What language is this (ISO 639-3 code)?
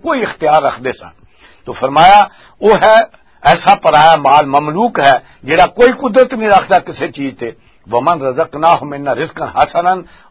lah